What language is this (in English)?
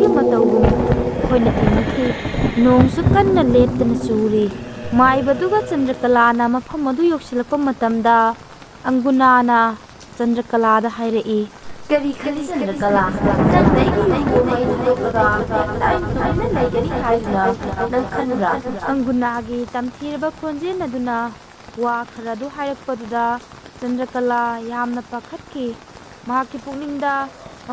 Manipuri